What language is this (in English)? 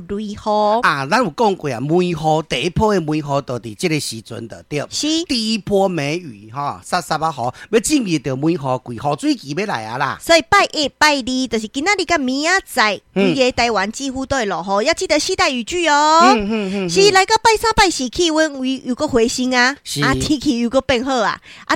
Min Nan Chinese